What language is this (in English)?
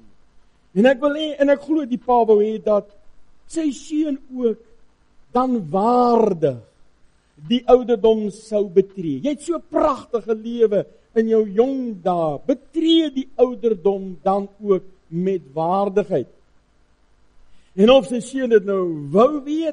Afrikaans